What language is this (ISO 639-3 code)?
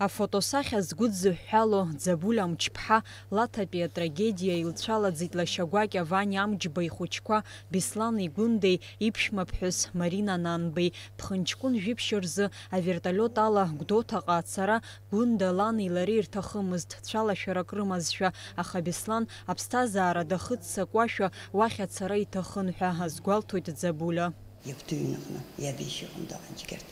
abk